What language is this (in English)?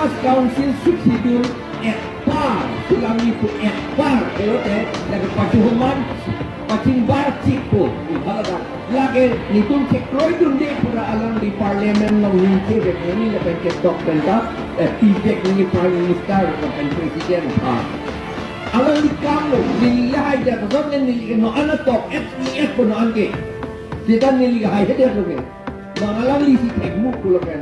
Karbi